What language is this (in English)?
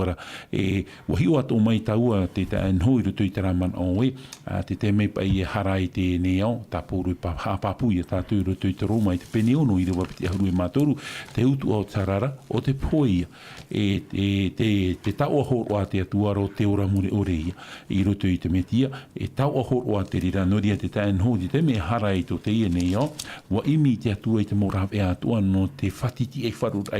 Tahitian